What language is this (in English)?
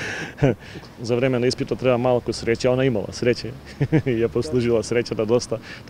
Macedonian